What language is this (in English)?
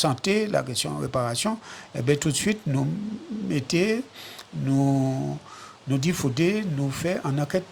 Guadeloupean Creole French